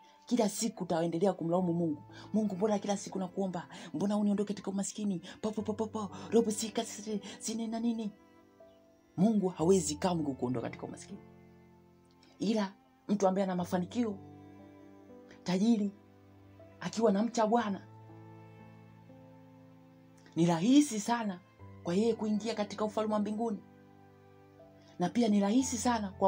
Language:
Swahili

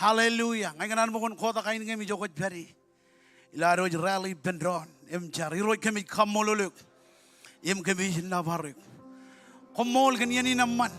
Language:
Marshallese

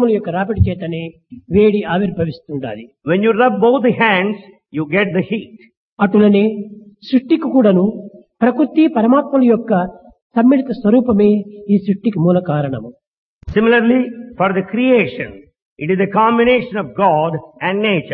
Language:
Telugu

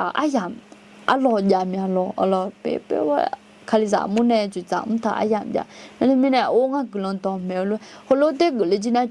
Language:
Akha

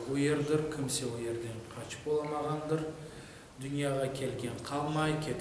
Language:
Crimean Tatar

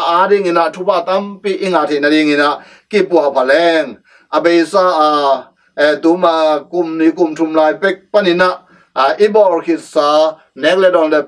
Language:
Tedim Chin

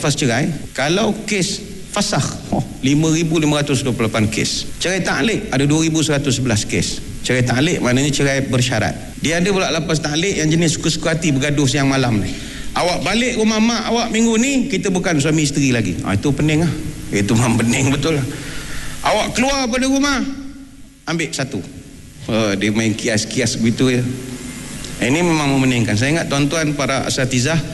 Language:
Malay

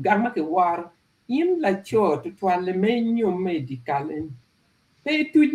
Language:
Acoli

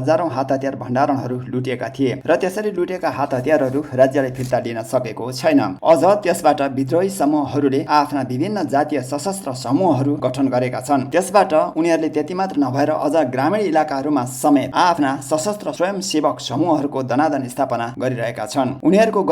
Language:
Nepali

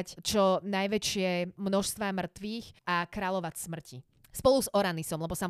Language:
Slovak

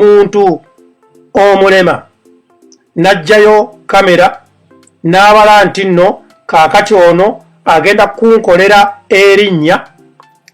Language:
Ganda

